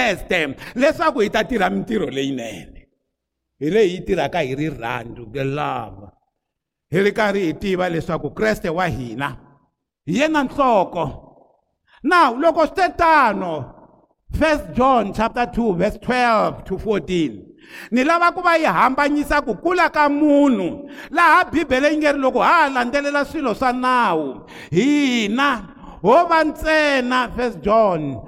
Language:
Tsonga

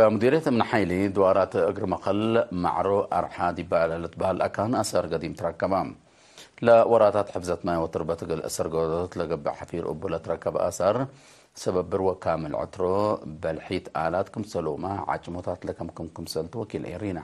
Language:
Tigre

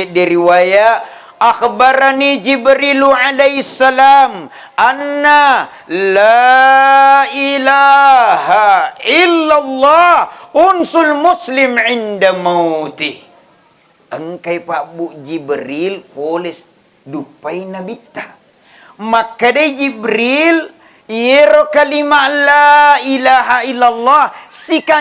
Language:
Buginese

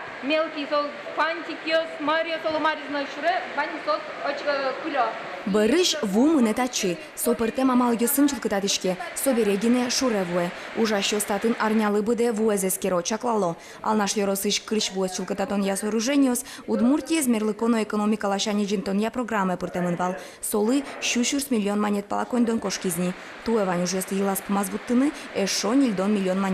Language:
Udmurt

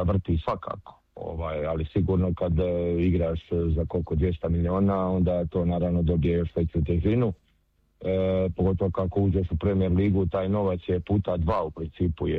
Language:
Croatian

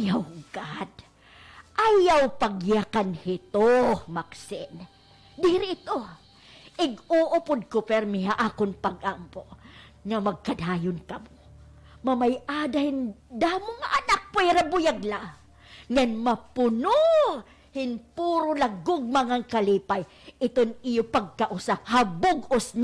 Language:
Waray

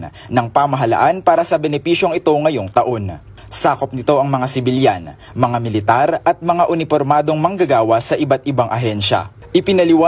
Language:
Filipino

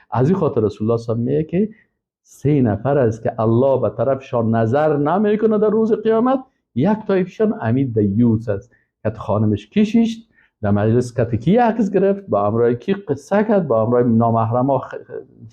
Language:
Persian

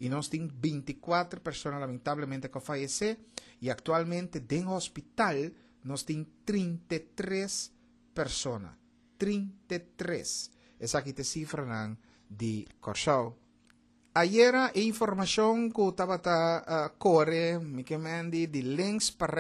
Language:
Papiamento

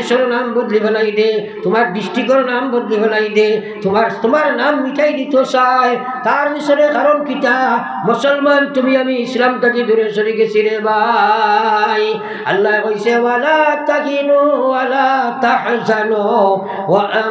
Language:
Sylheti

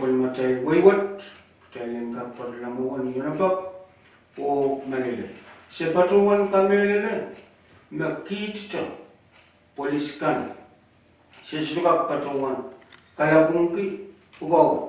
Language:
Pohnpeian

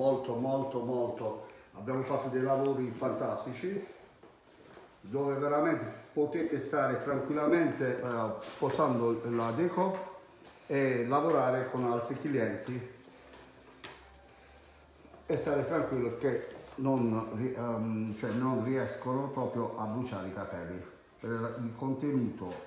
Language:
Italian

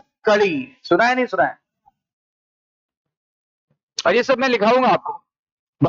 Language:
Hindi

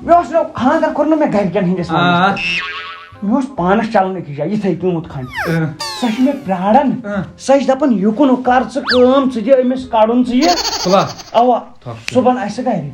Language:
Kashmiri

